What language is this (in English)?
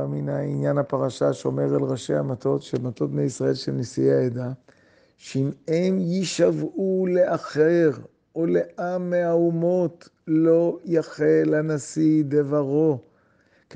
Hebrew